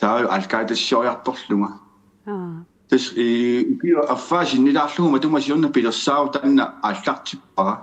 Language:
Kalaallisut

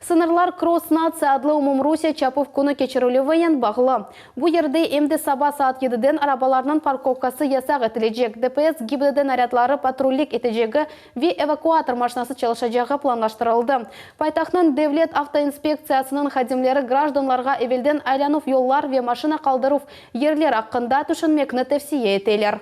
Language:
Crimean Tatar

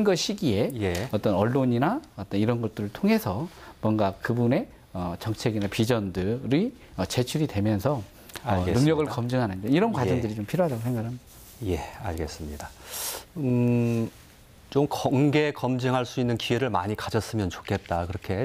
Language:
Korean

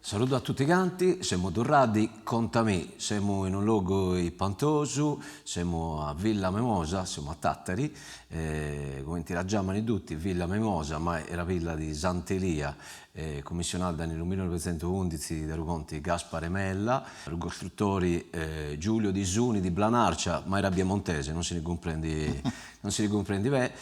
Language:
Sardinian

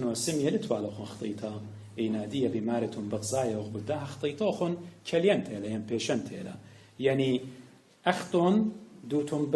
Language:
Assyrian Neo-Aramaic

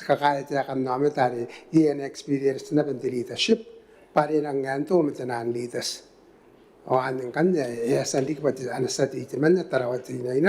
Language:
Gilbertese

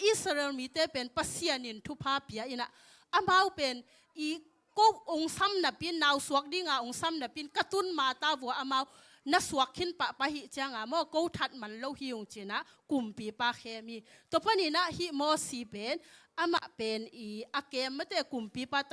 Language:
Tedim Chin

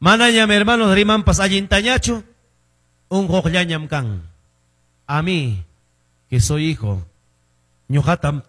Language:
Quechua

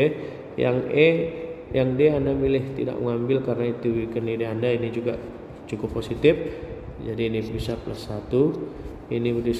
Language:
Indonesian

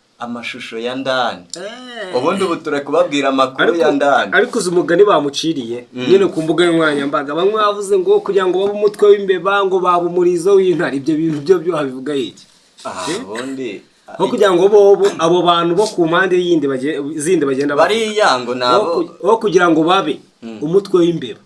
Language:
Kinyarwanda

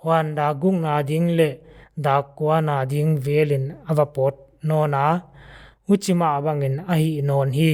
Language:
Paite Chin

